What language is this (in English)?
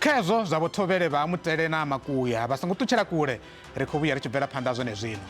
Venda